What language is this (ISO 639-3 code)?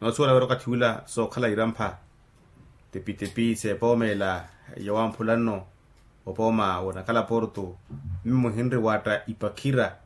vmw